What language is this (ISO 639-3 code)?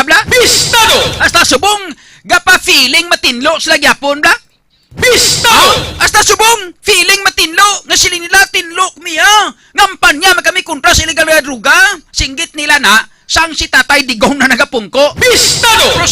hil